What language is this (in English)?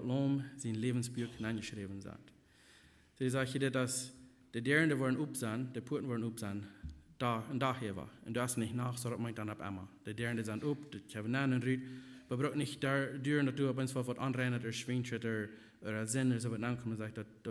Plautdietsch